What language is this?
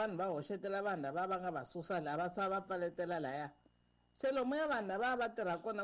Tsonga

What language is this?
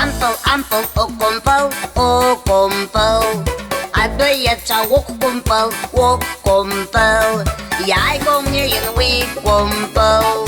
Abkhazian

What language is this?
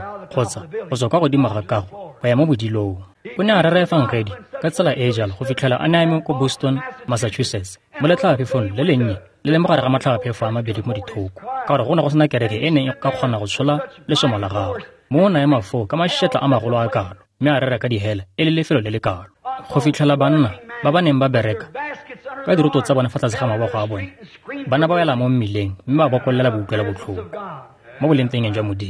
Tswana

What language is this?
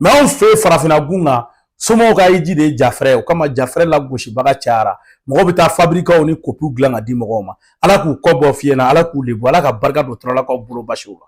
Bambara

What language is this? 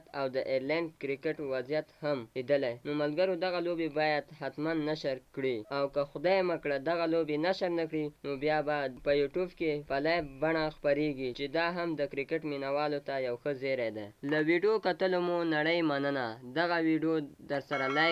Pashto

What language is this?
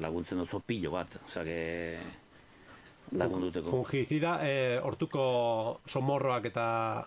Basque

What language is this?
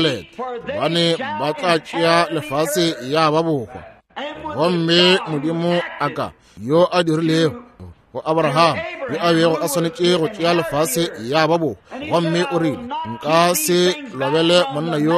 Northern Sotho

